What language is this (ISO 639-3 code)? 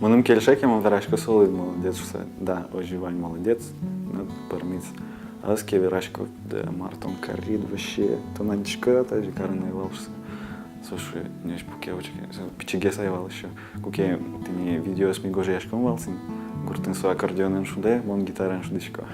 udm